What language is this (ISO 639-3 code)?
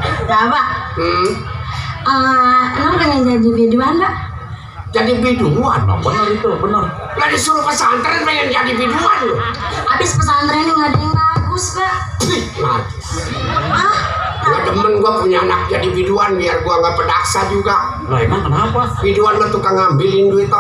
bew